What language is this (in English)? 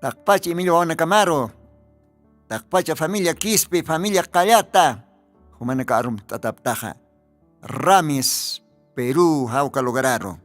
Aymara